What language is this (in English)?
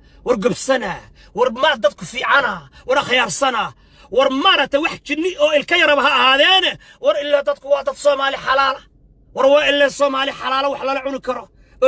Somali